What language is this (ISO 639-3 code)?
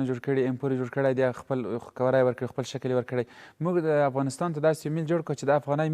pus